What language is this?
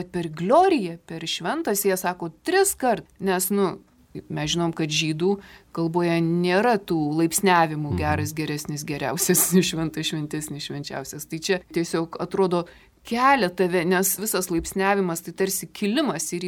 Lithuanian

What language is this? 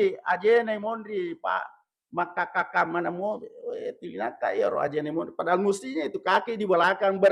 Buginese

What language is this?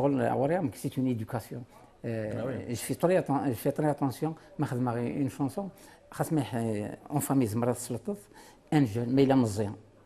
Kabyle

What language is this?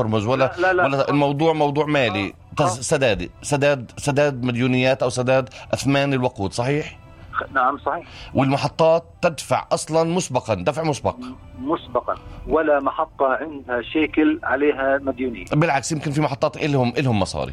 North Levantine Arabic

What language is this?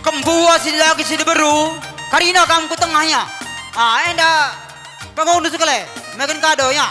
Batak Karo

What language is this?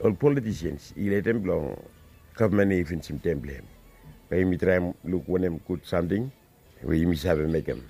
Bislama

